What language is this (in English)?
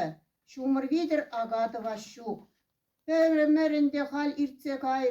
Chuvash